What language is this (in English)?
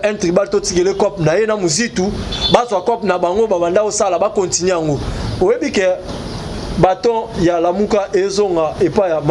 Lingala